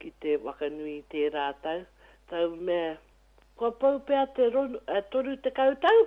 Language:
Māori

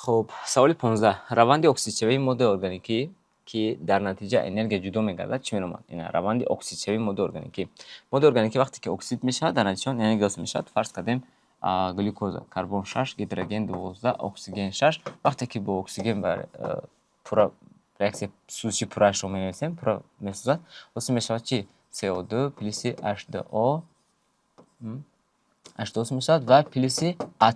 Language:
Tajik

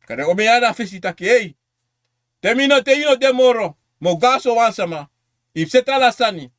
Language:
Sranan Tongo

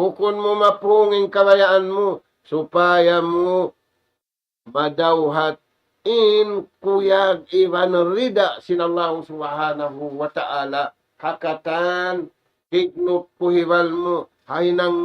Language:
Tausug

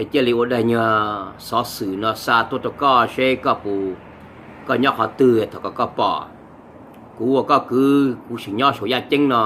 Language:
Hmong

